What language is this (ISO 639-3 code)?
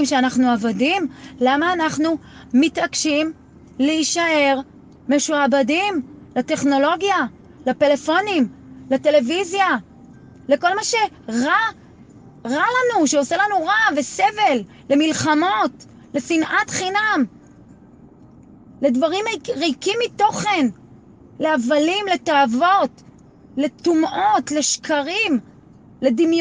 heb